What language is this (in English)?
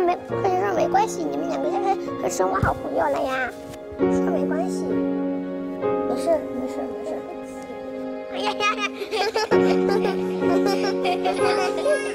Chinese